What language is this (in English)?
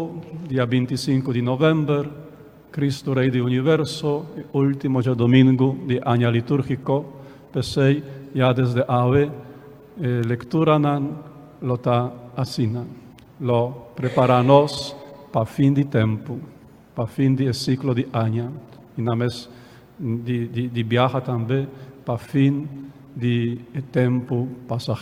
Papiamento